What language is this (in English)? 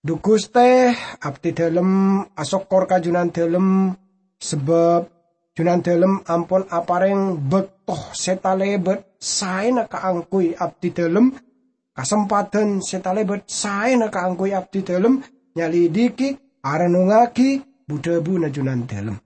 Madurese